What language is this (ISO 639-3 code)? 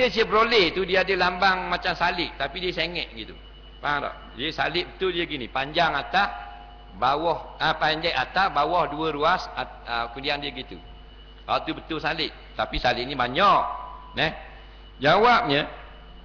msa